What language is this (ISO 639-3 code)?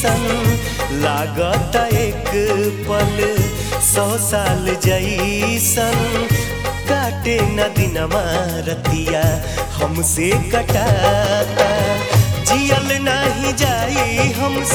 bho